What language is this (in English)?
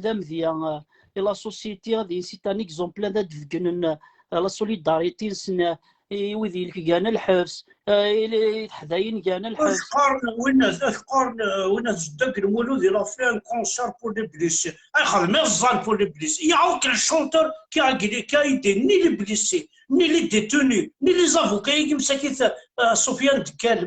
Kabyle